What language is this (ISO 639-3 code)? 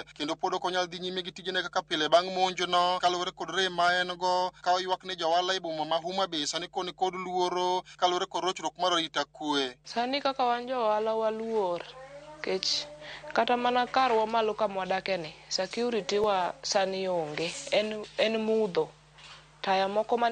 luo